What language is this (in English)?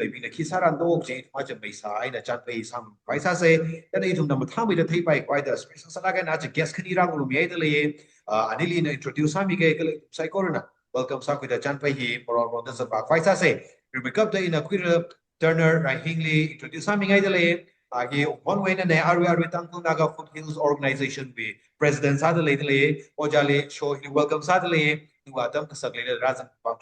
Tangkhul Naga (India)